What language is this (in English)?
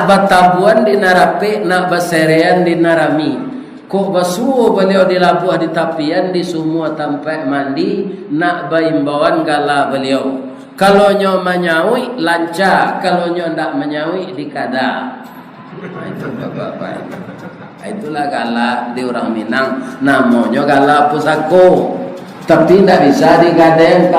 Minangkabau